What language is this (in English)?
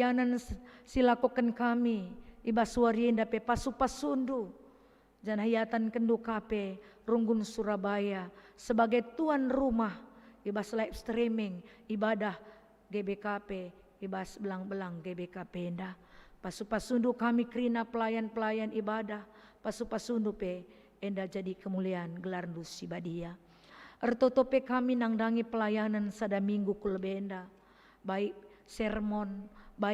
Batak Karo